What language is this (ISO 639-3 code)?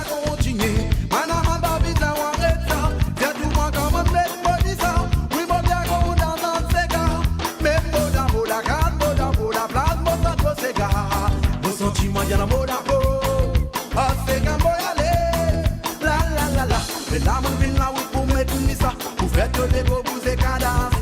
mfe